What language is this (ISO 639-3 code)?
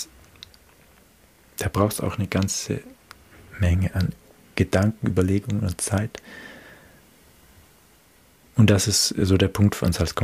deu